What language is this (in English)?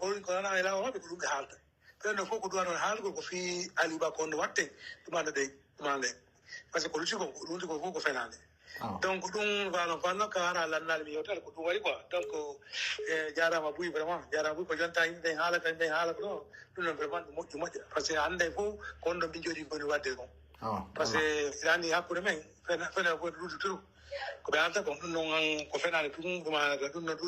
Pular